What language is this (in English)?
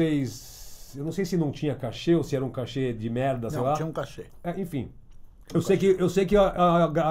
Portuguese